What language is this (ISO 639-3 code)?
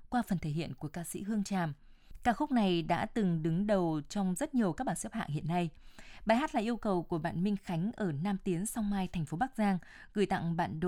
vie